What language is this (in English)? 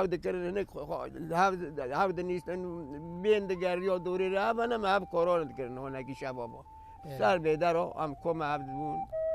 Kurdish